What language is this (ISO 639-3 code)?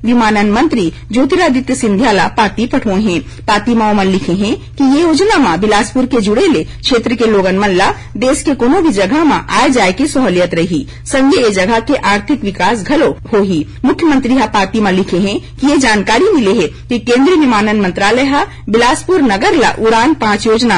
hne